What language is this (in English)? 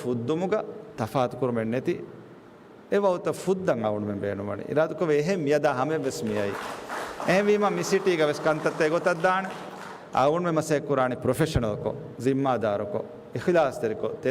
Divehi